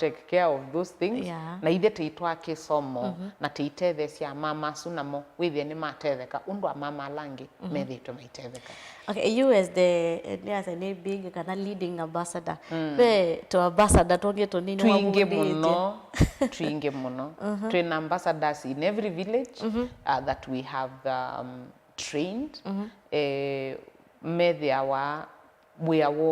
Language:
Kamba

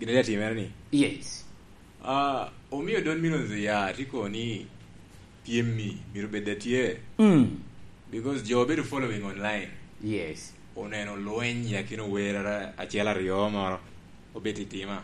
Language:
Lango (Uganda)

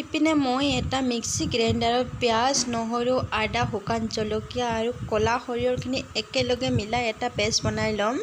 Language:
Assamese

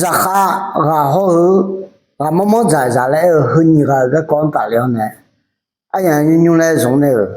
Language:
Akha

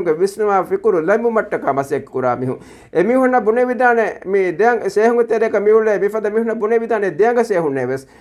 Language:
Divehi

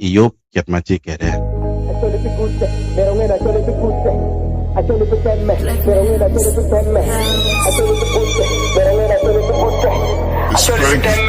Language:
Acoli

